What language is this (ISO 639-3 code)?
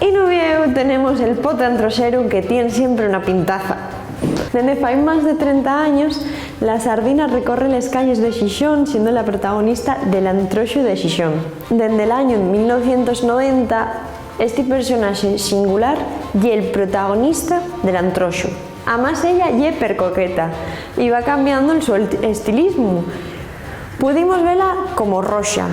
ast